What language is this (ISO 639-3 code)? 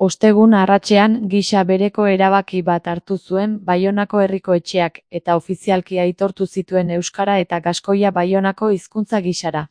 eus